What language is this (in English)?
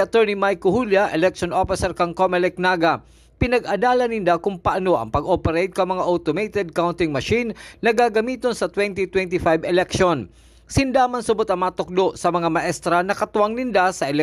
Bikol